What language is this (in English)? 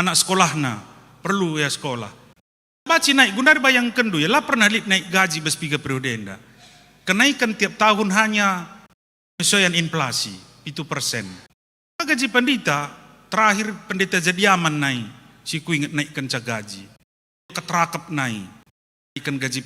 Batak Karo